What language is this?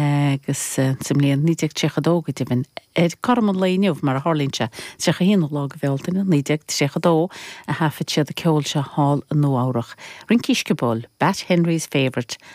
Irish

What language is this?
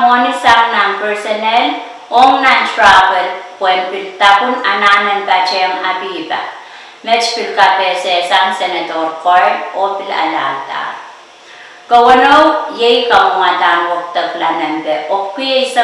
Pohnpeian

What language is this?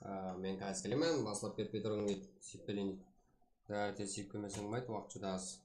Kara-Kalpak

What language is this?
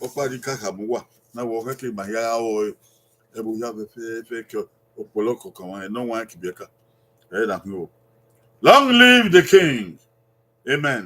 Bini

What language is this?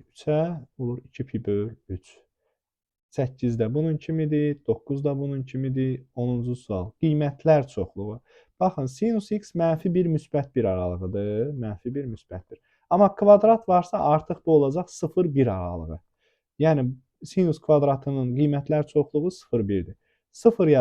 Azerbaijani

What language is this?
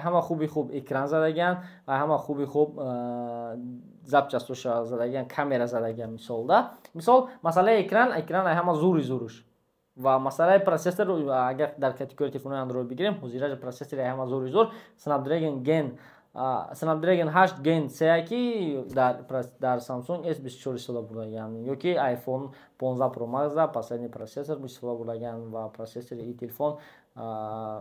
Tajik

